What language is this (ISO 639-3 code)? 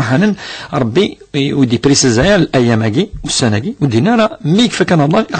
kab